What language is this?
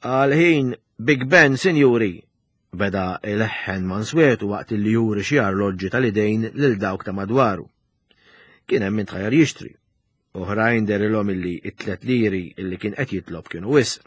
Maltese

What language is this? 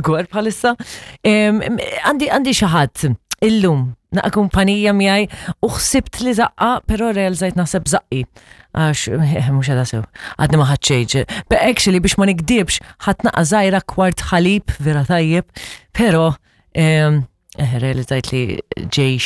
Maltese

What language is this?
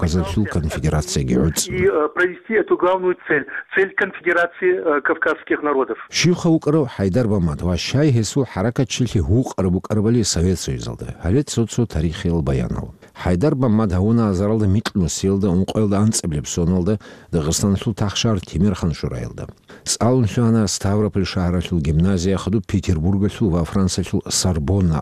Avaric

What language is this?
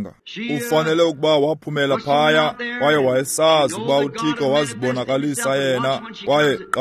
Xhosa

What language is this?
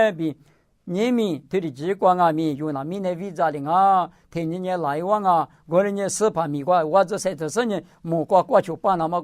Lisu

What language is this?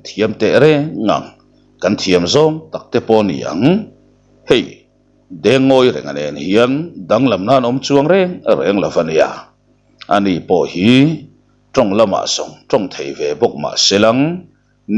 Mizo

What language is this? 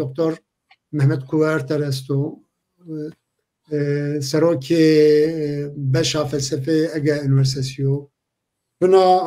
Zaza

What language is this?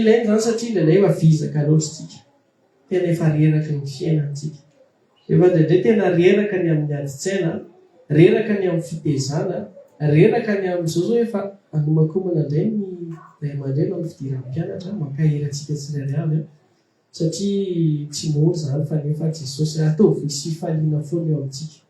Malagasy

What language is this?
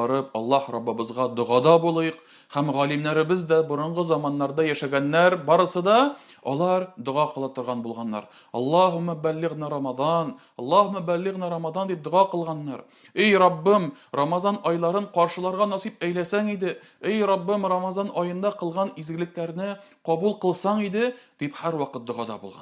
Tatar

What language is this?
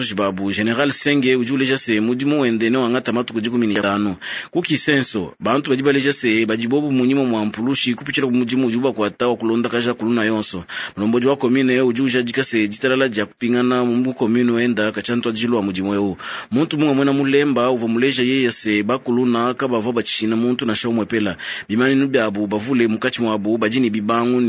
Luba-Lulua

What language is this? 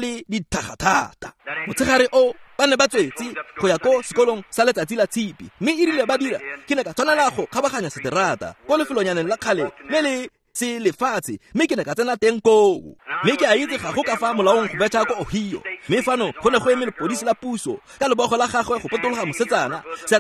Tswana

